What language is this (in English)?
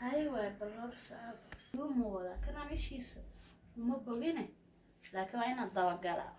Somali